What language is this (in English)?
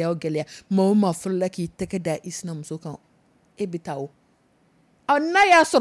Dyula